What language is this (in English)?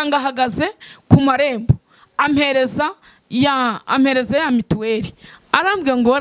Kinyarwanda